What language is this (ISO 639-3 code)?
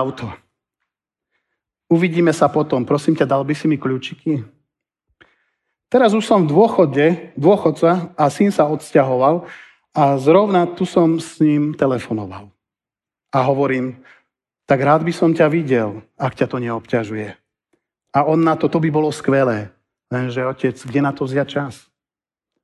slk